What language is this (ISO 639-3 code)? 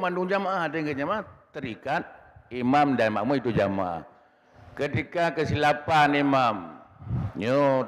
ace